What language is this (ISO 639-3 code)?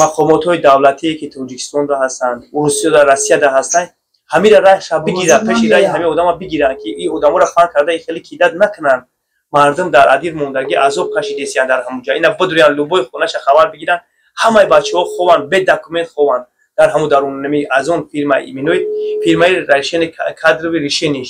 tgk